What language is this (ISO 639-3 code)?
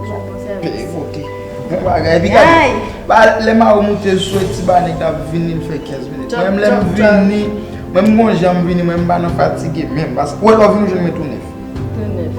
hat